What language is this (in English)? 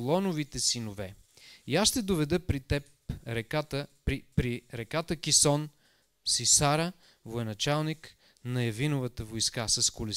Bulgarian